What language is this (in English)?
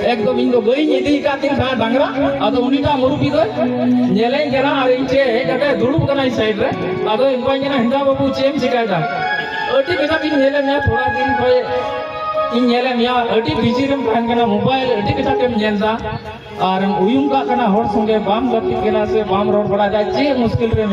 Santali